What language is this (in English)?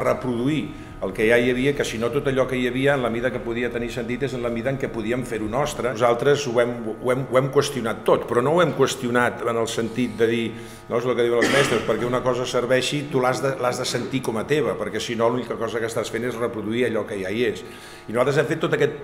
Catalan